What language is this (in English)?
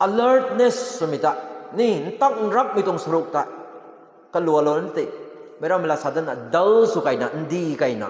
Rongmei Naga